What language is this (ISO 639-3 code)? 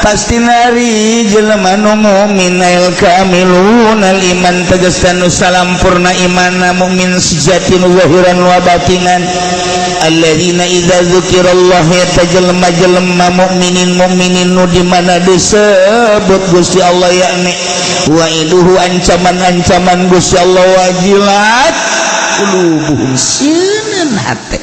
sun